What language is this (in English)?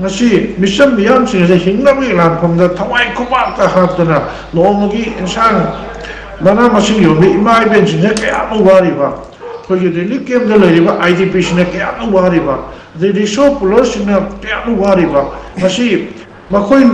Manipuri